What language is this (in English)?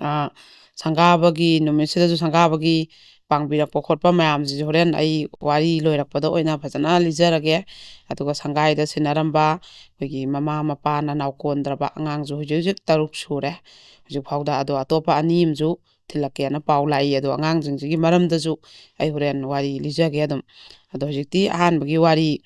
Manipuri